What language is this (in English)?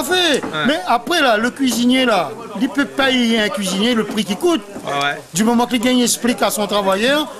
Réunion Creole French